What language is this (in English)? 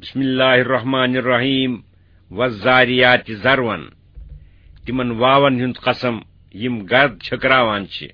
Kashmiri